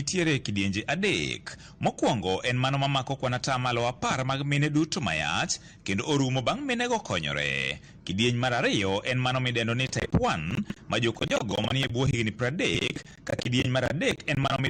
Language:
Luo (Kenya and Tanzania)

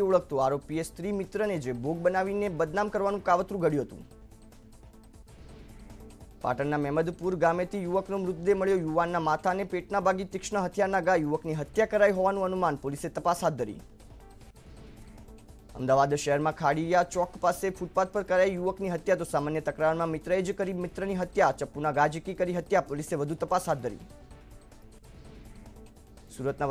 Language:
Gujarati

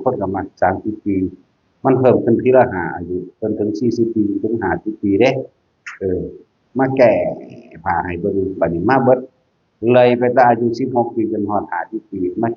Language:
Northeastern Thai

